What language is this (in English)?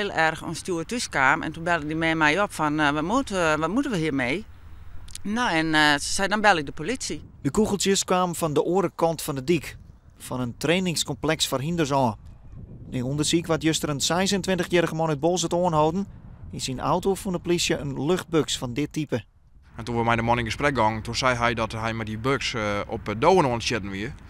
Western Frisian